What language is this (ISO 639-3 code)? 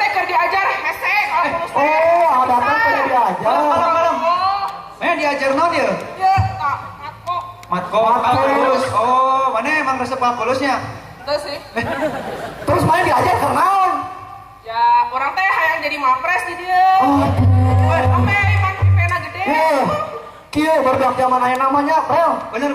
sun